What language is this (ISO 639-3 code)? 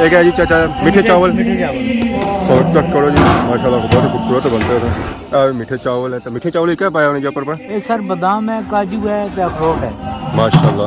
phr